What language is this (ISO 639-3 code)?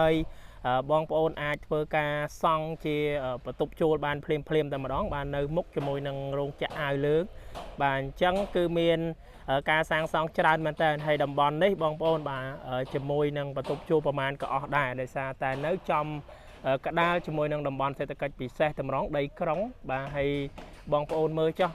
khm